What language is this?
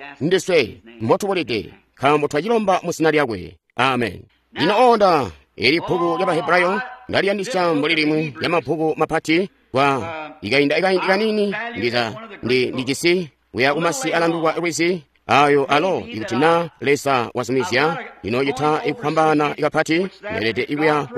Tonga (Zambia)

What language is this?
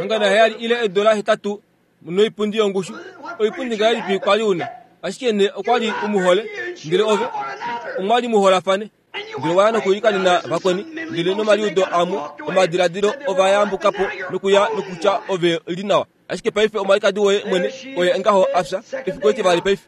Kuanyama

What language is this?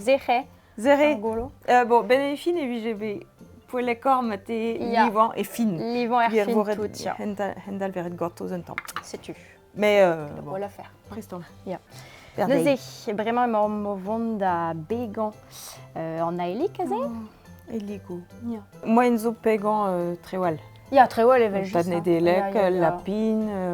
Breton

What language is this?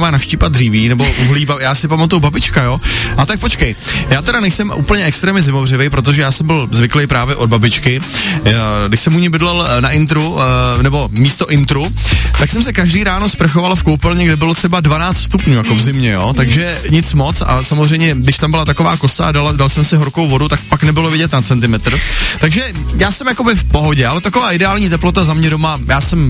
Czech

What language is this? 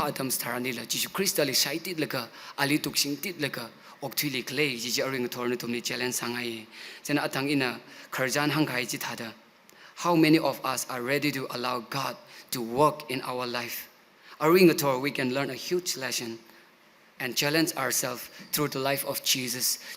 Tangkhul Naga (India)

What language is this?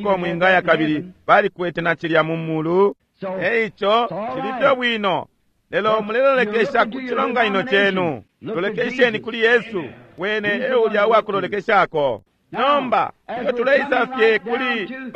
Bemba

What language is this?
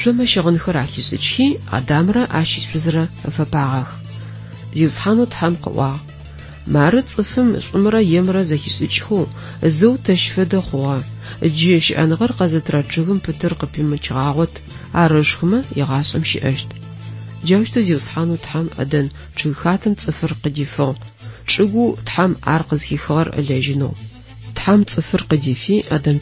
Adyghe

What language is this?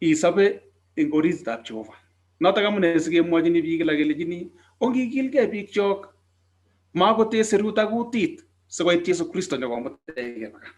Kalenjin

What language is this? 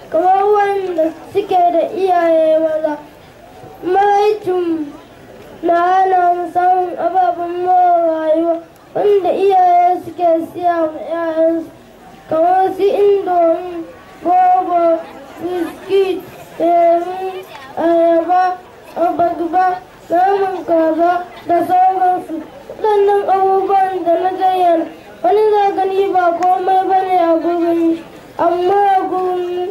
Hausa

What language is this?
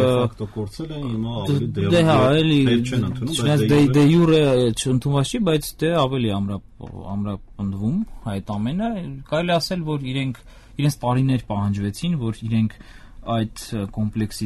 Armenian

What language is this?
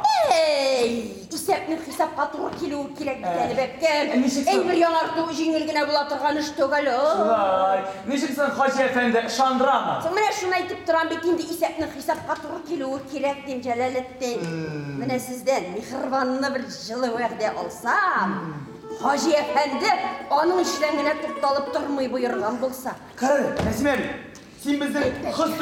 Tatar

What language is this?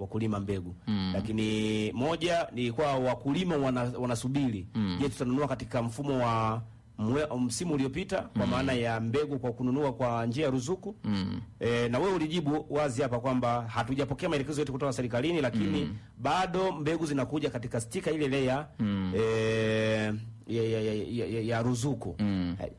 Swahili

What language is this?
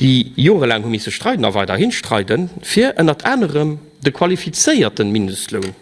Luxembourgish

